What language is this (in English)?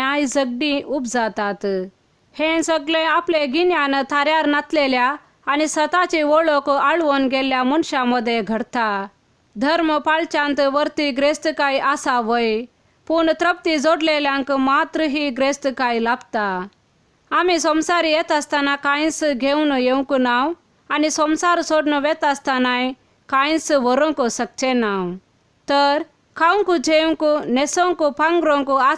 Konkani